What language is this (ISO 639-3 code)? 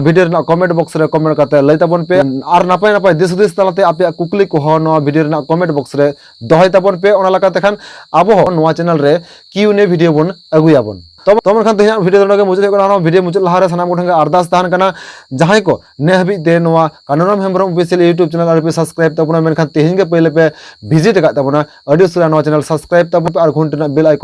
sat